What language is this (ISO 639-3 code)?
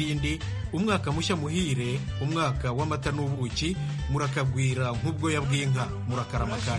kin